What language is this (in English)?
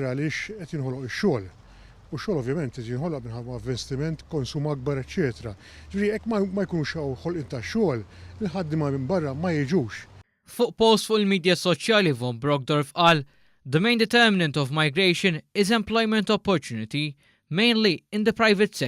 Maltese